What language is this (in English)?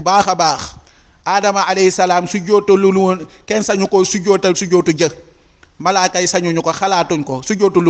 Wolof